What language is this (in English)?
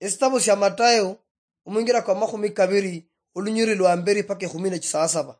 Luyia